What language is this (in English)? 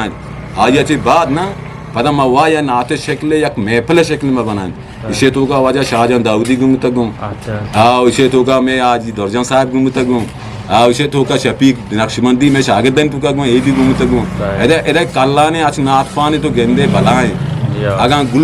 Eastern Balochi